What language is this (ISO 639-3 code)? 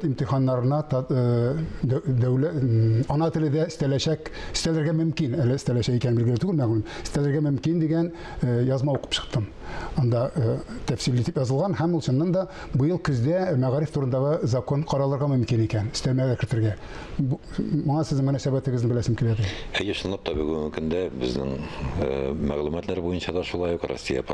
tat